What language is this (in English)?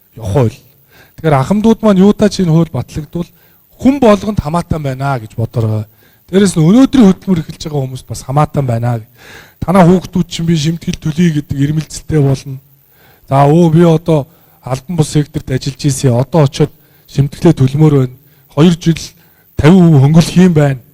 Mongolian